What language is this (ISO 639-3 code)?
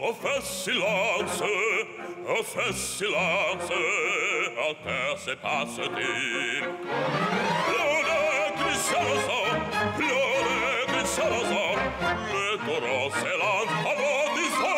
ron